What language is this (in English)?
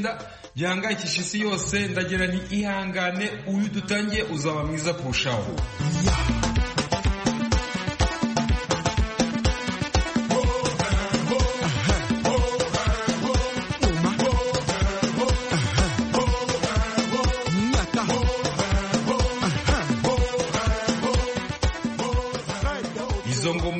Kinyarwanda